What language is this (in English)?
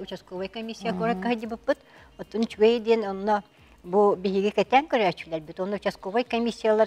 Yakut